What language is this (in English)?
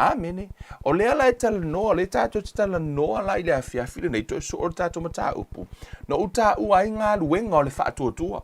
Samoan